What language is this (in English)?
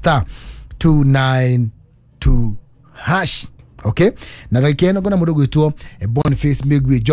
Kikuyu